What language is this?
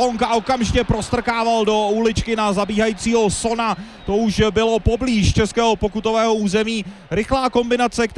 Czech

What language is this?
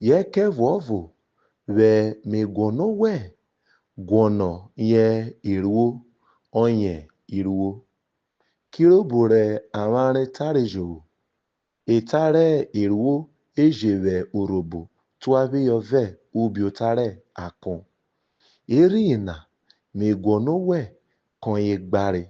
Urhobo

